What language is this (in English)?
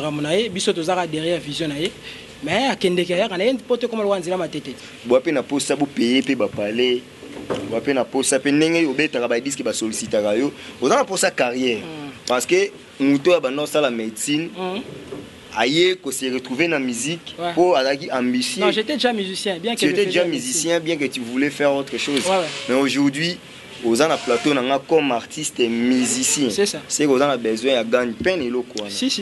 Lingala